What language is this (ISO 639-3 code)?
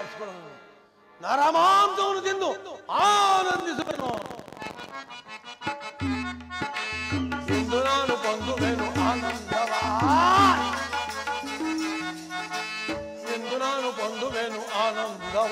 kan